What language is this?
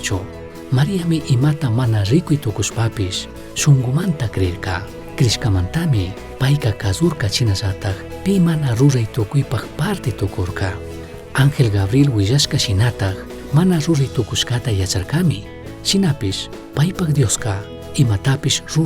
Chimborazo Highland Quichua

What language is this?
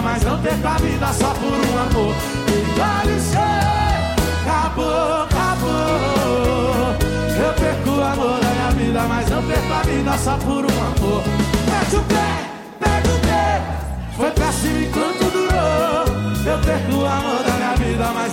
Portuguese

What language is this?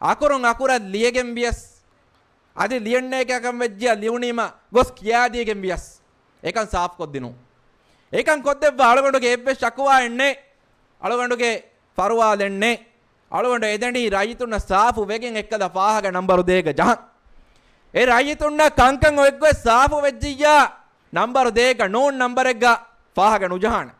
Divehi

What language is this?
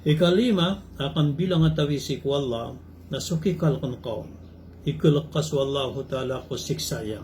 Maranao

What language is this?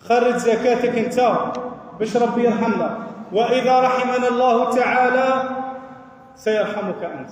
Algerian Arabic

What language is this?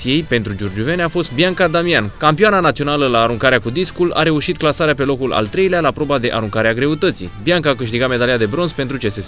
Romanian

